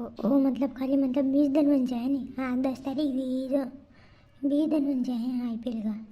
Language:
Rajasthani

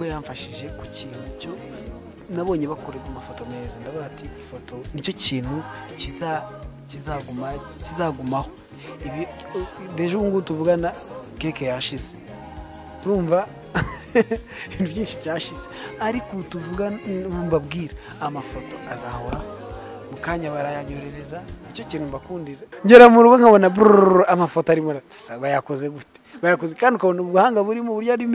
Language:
Kinyarwanda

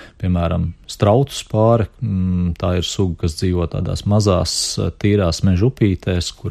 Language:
Latvian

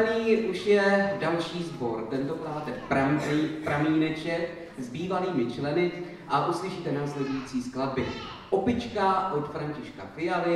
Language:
Czech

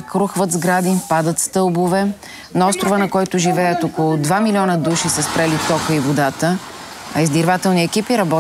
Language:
Bulgarian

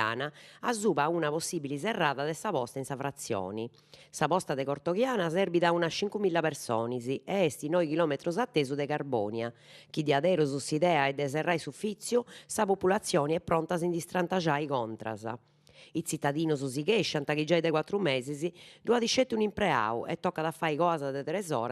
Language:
Sardinian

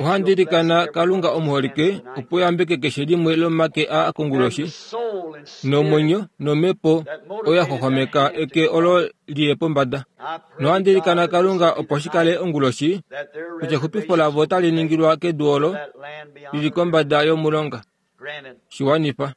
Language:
Kuanyama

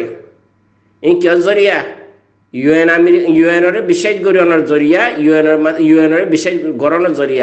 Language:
Rohingya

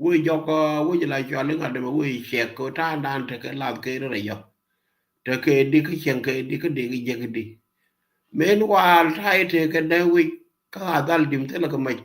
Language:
Nuer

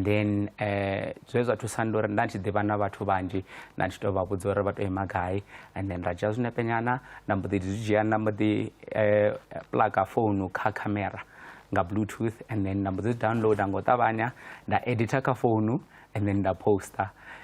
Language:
Venda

